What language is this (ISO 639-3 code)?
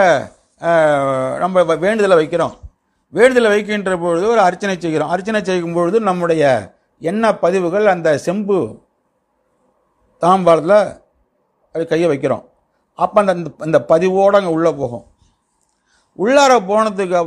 tam